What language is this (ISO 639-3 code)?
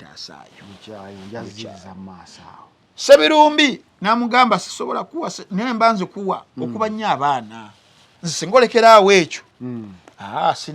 lug